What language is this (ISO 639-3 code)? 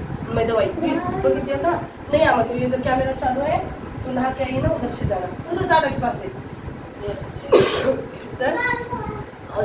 mar